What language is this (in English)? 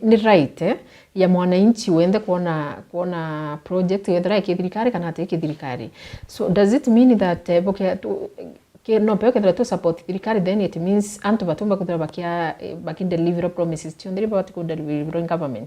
Meru